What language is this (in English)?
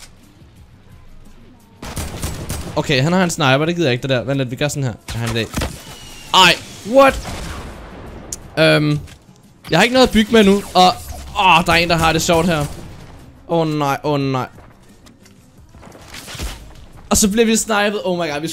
Danish